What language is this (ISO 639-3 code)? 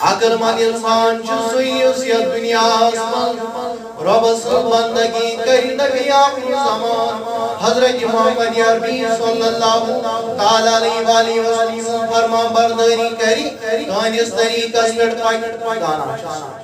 kas